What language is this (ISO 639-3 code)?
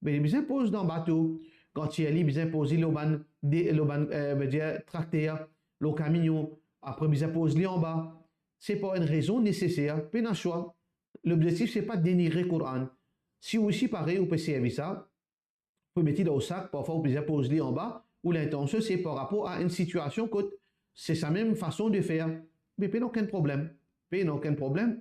mfe